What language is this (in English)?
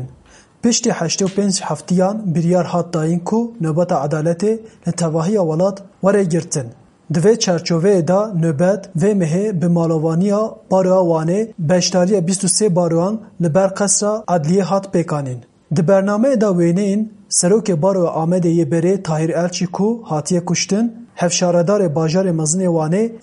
Kurdish